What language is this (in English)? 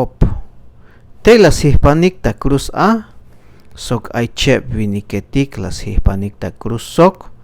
Tzeltal